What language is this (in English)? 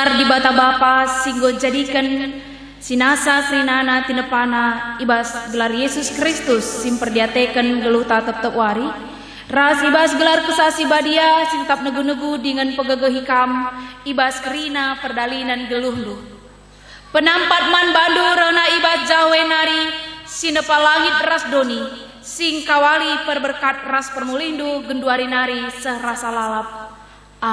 Batak Karo